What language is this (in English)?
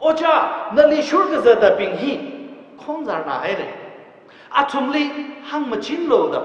Tangkhul Naga (India)